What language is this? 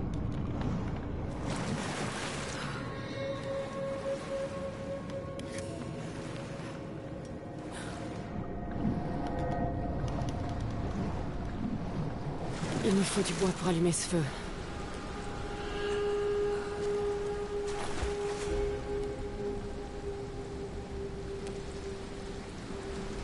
French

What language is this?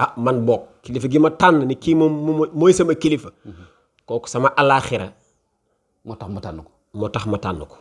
Wolof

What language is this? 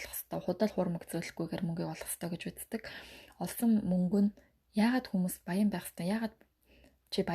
Mongolian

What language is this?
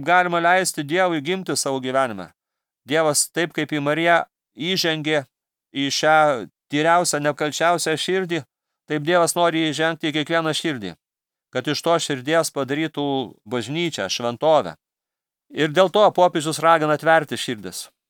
Lithuanian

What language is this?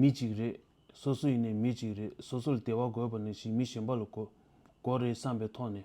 Tibetan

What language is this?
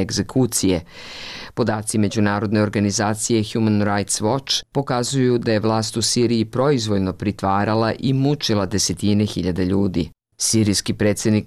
Bosnian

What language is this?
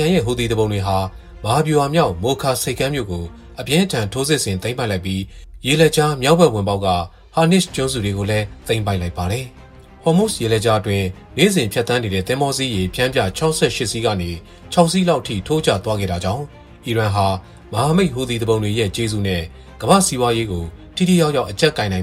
Burmese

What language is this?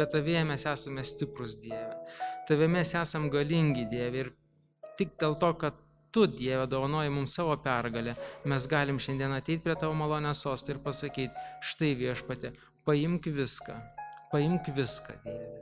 Lithuanian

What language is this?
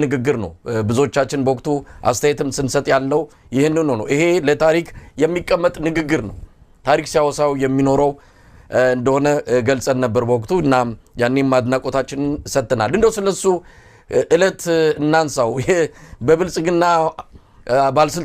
Amharic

